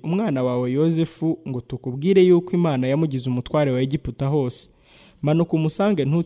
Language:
Kinyarwanda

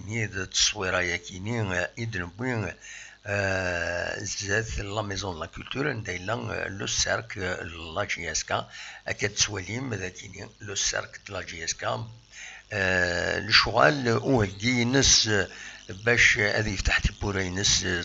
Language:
Kabyle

